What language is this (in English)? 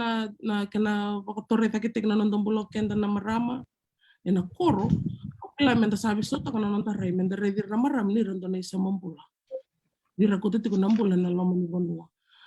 Fijian